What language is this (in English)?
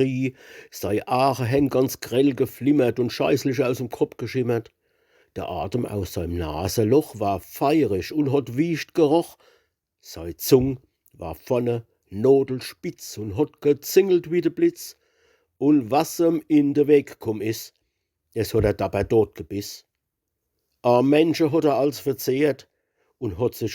Palatine German